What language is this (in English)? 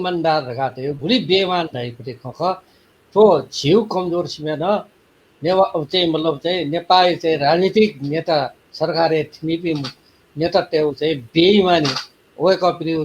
Newari